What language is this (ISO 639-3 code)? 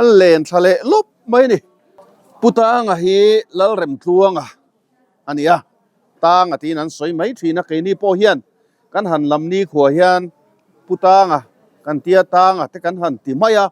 lus